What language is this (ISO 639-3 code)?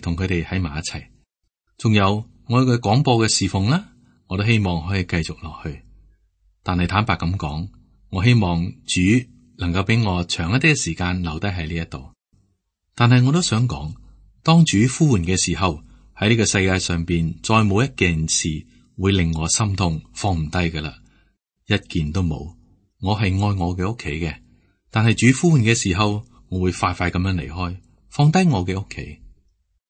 yue